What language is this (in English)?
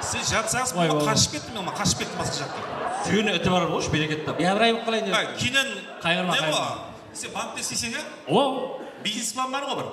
Kara-Kalpak